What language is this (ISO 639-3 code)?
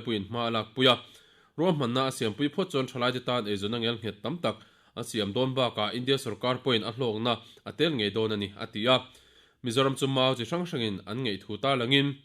lus